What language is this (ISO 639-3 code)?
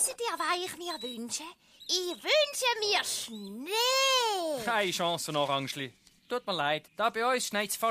gsw